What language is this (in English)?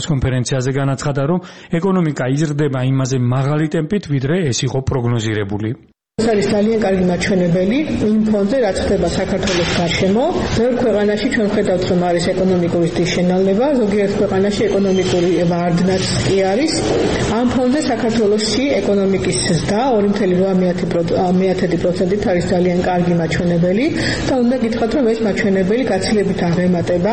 Georgian